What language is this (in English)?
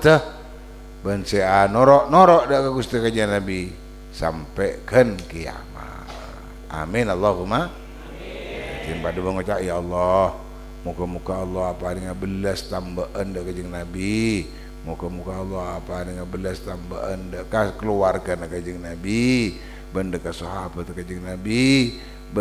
Madurese